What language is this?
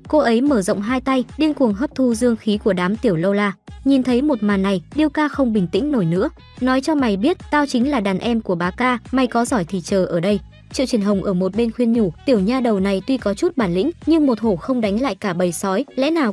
Vietnamese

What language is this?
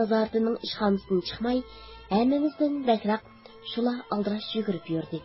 Uyghur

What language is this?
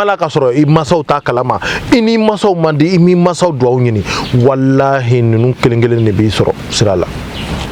Bambara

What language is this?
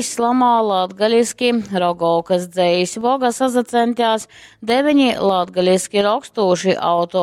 Latgalian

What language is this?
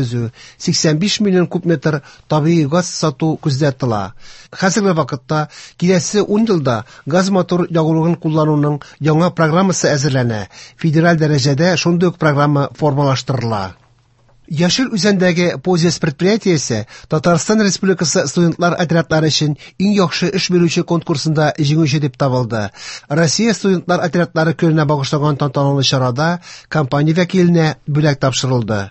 Tatar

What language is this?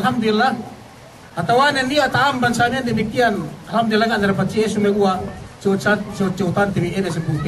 Yakan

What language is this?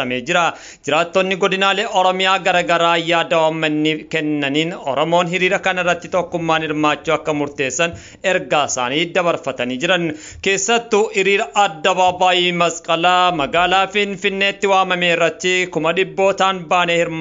Oromo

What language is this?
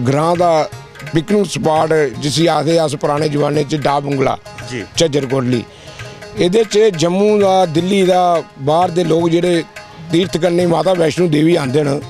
Dogri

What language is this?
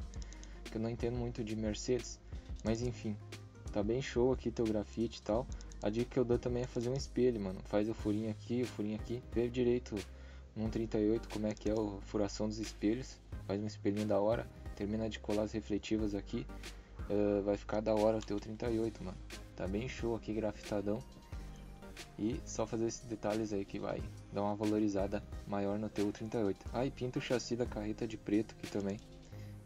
Portuguese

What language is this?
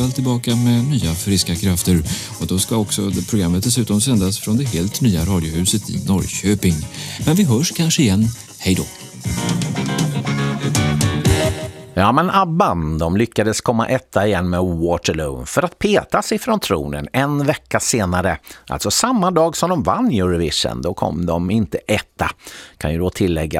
Swedish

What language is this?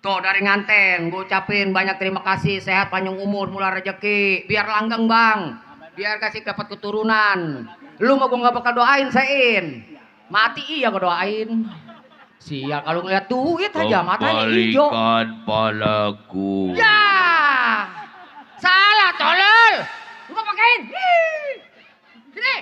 Betawi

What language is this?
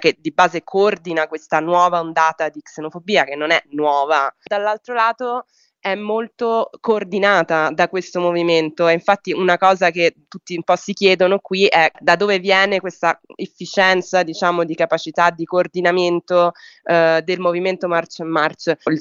Italian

